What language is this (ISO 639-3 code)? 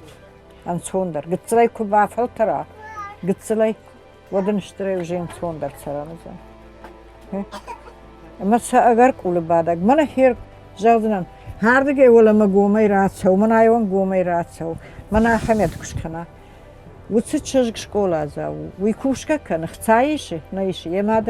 oss